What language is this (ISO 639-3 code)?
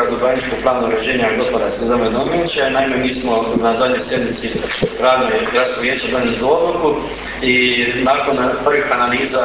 hrv